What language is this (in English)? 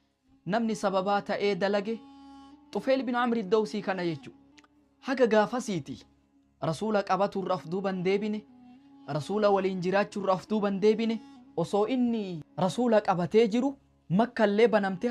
Oromo